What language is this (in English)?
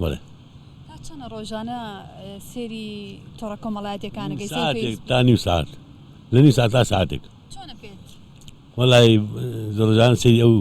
Central Kurdish